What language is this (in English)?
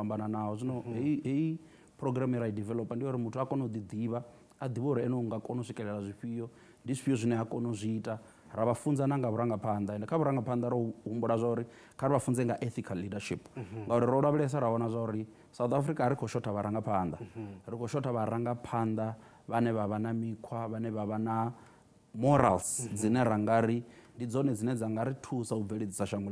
Venda